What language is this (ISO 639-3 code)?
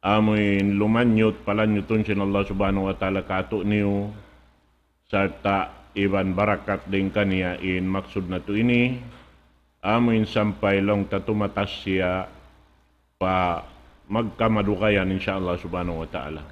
tsg